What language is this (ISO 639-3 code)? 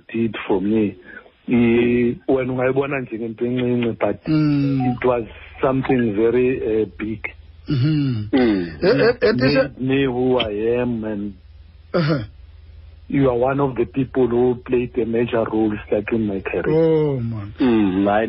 xho